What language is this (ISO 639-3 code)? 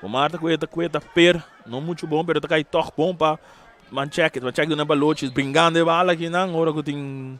pap